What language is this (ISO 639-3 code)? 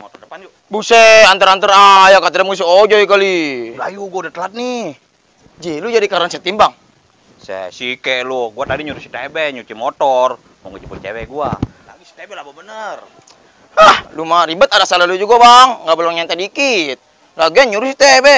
bew